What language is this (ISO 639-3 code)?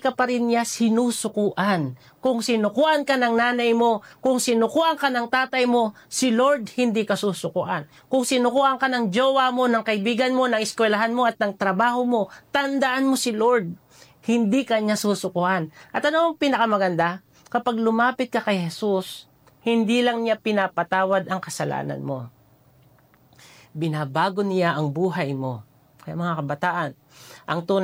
fil